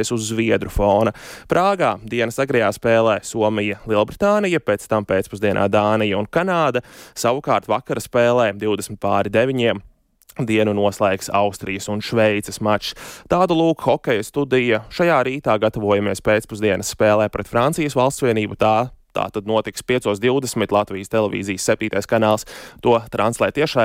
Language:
Latvian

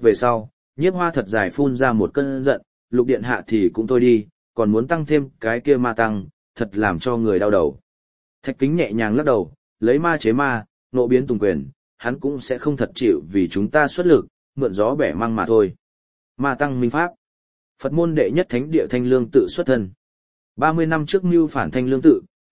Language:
Vietnamese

